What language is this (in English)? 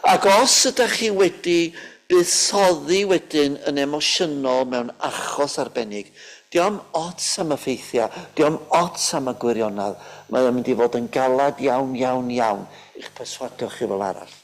Welsh